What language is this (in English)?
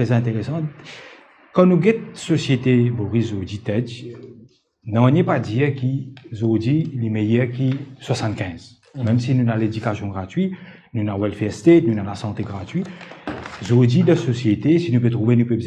Morisyen